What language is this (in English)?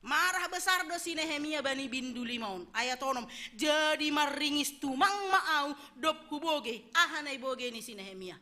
Batak Simalungun